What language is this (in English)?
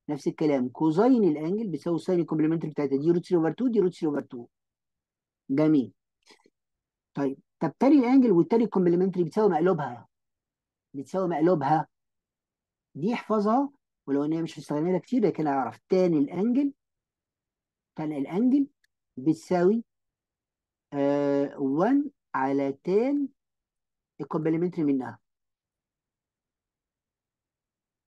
Egyptian Arabic